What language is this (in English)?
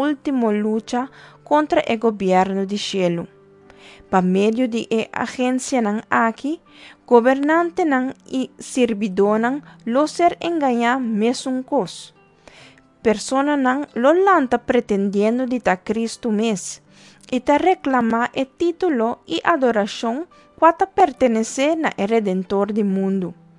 Papiamento